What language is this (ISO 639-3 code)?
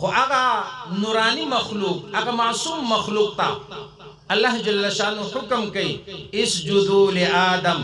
pus